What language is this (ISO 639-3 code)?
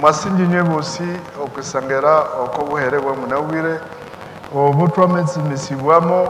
nnb